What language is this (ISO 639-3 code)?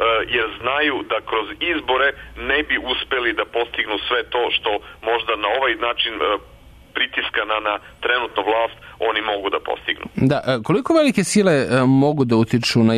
srp